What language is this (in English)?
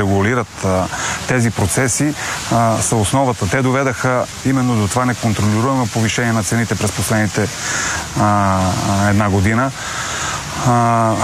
Bulgarian